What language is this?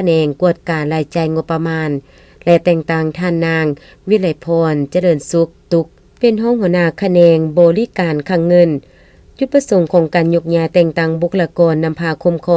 Lao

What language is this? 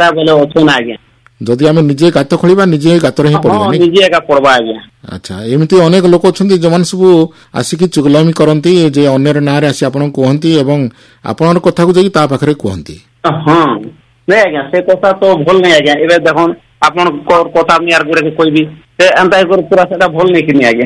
Odia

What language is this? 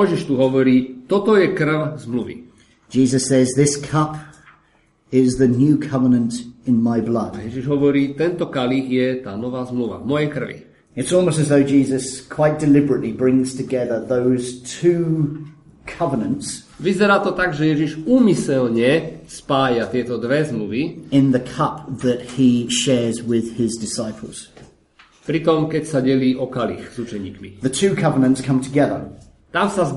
Slovak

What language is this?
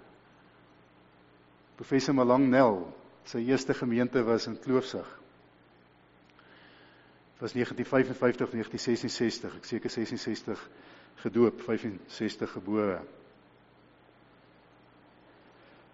Afrikaans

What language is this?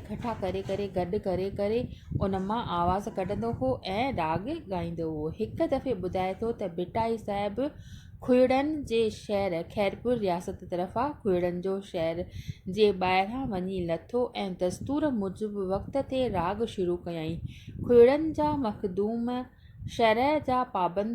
Sindhi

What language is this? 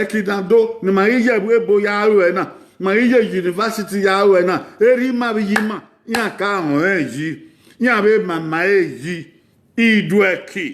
Bini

